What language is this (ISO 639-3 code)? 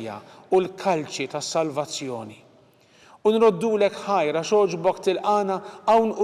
mlt